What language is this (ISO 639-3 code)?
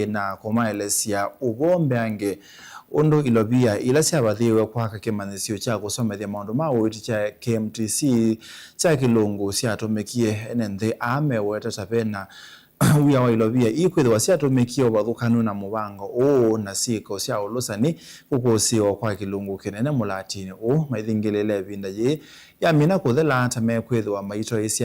kam